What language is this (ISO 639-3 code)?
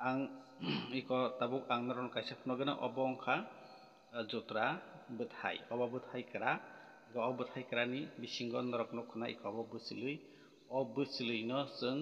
trp